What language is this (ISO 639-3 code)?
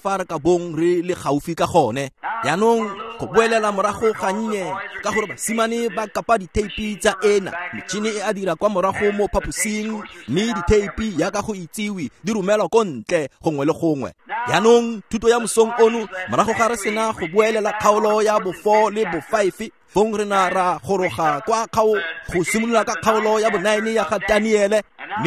tsn